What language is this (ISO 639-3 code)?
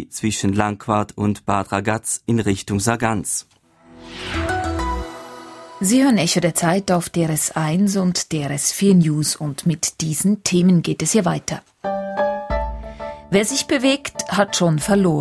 deu